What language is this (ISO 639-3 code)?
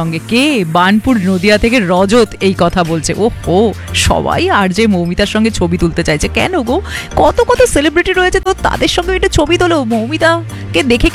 ben